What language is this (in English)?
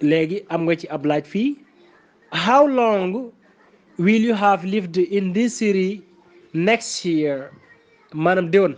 Wolof